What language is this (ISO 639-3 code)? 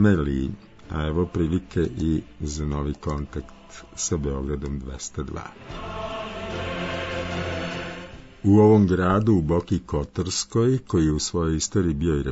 srp